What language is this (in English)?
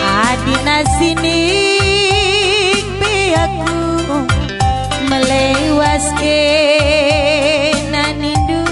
Batak Karo